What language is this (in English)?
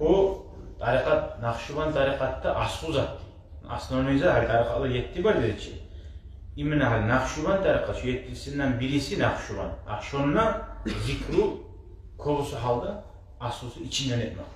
Kumyk